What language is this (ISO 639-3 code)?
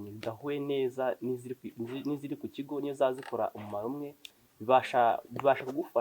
kin